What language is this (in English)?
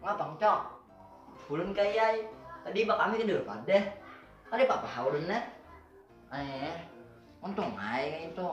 Banjar